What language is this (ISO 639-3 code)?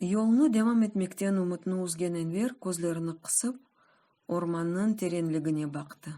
crh